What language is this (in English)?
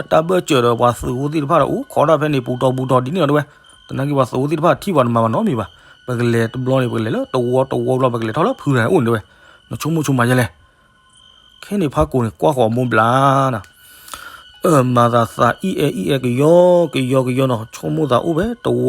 S'gaw Karen